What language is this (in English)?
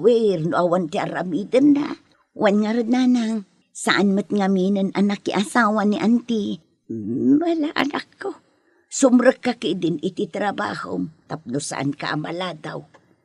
Iloko